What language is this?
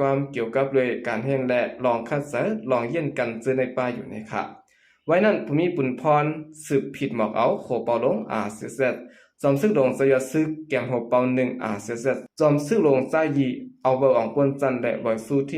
Shan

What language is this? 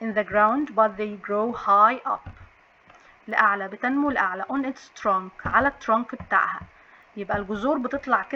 Egyptian Arabic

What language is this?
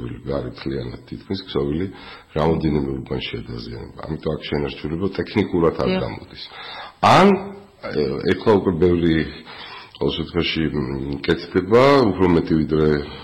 Georgian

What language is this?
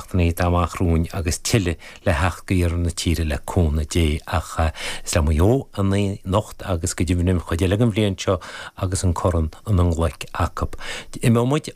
Irish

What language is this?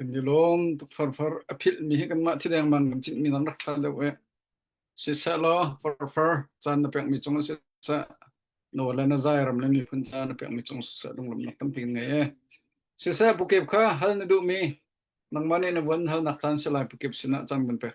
Hakha Chin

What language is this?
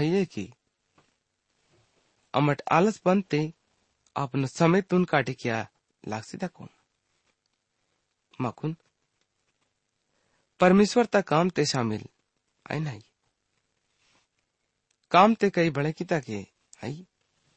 Gondi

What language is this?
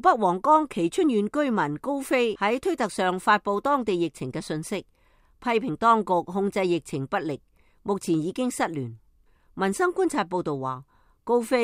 Cantonese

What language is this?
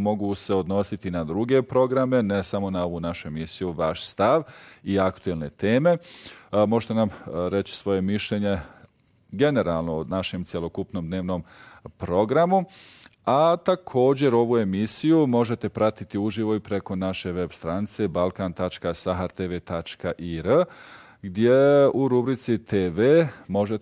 Bosnian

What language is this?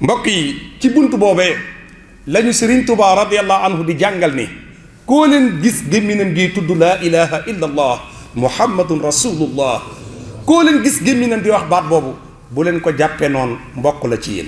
Wolof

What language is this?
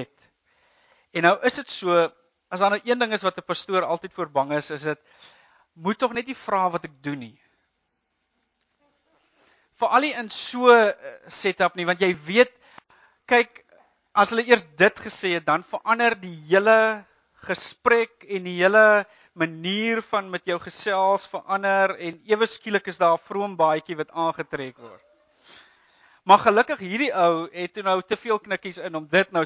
Afrikaans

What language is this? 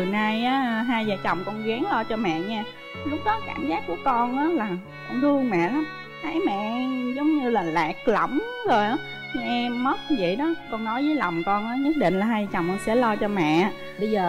Vietnamese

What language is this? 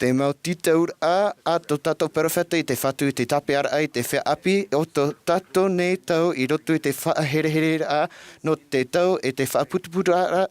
Tahitian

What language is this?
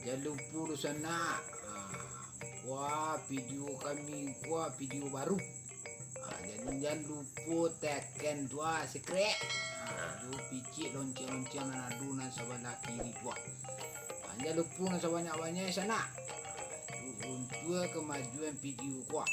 Minangkabau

